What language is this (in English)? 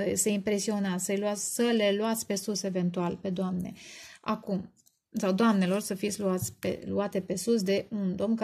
Romanian